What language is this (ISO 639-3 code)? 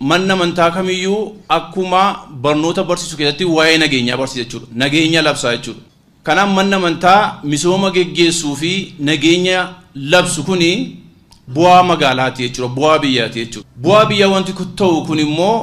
orm